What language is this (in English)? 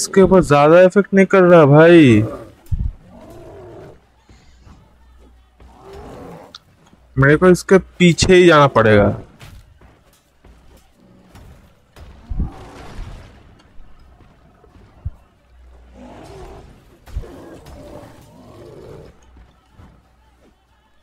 Hindi